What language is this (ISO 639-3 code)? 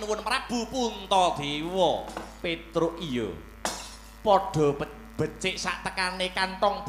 jav